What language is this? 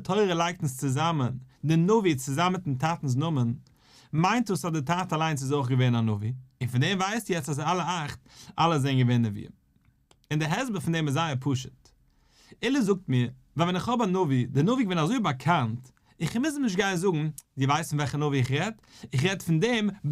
Yiddish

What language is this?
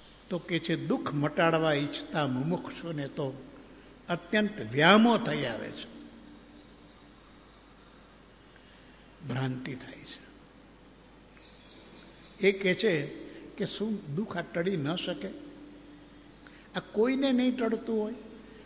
Gujarati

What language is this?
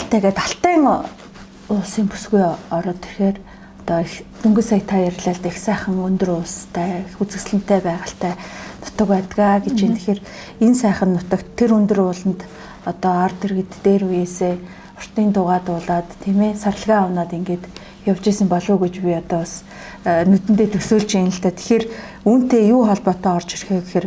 Mongolian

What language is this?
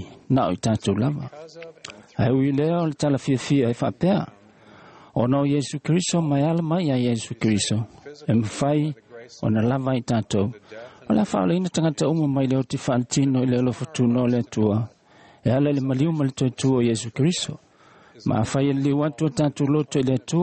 Samoan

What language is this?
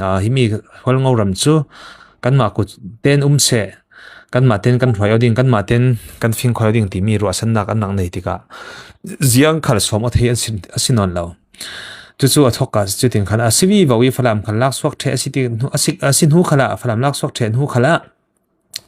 Falam Chin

